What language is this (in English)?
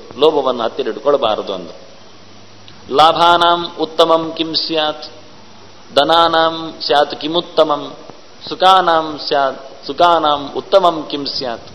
Kannada